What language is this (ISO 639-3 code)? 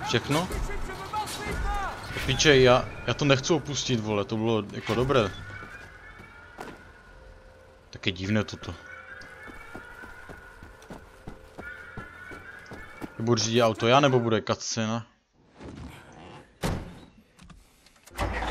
ces